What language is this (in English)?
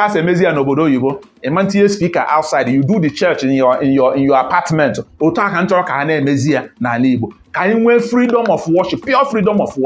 Igbo